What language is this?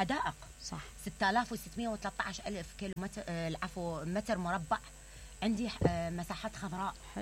Mesopotamian Arabic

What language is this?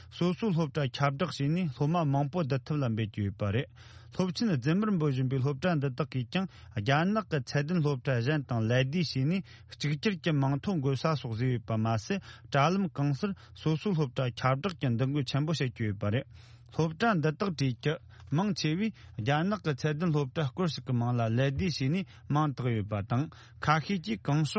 Tibetan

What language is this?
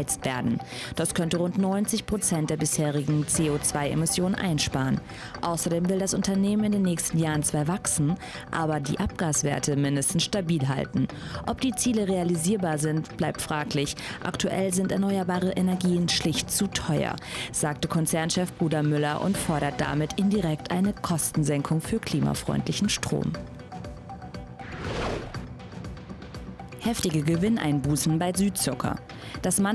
German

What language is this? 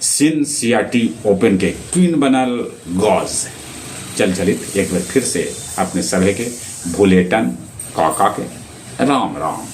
Magahi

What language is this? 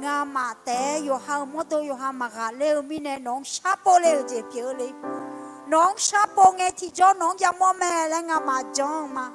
Akha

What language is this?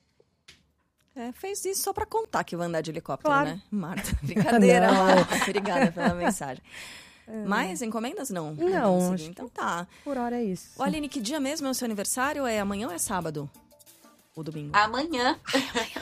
Portuguese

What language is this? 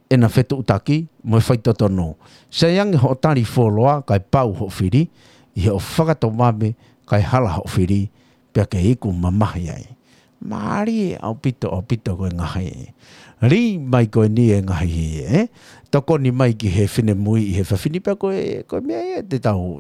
Tongan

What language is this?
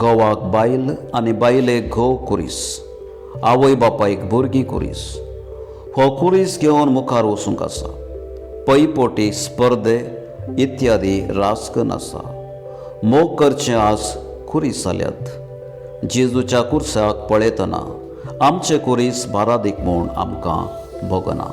Konkani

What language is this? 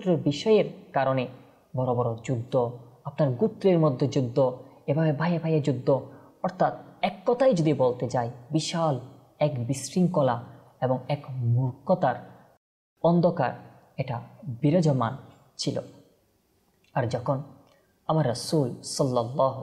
Bangla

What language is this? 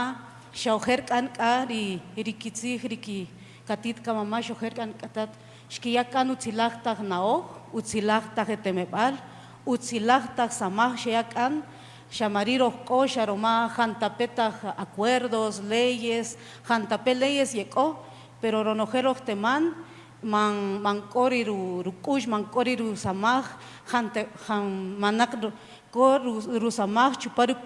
Kaqchikel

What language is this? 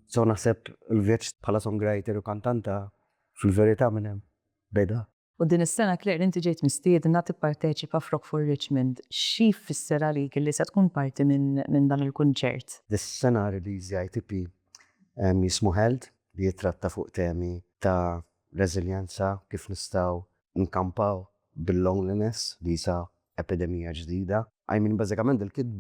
Maltese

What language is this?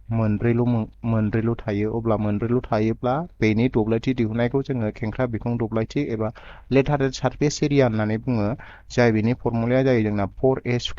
Bodo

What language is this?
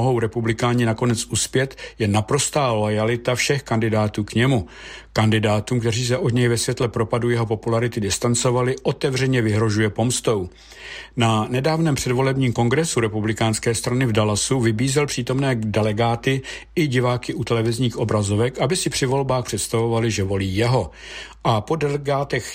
Czech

